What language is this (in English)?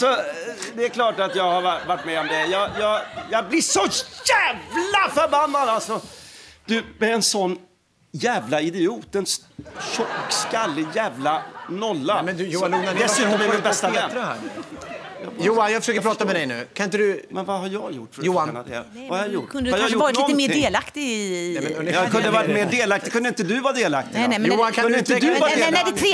Swedish